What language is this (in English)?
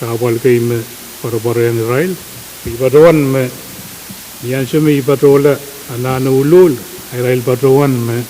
Pohnpeian